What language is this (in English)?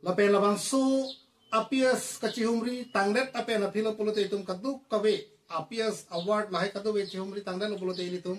Karbi